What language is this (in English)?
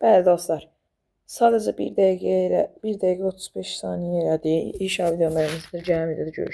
Azerbaijani